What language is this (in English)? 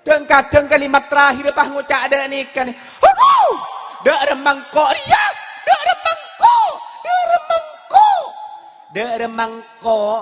Madurese